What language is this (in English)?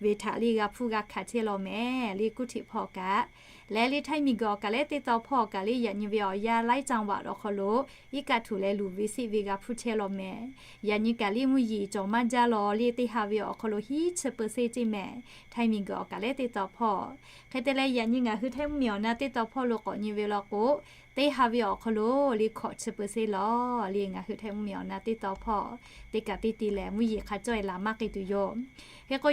Lahu